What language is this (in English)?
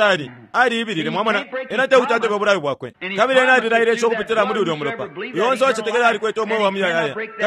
Bemba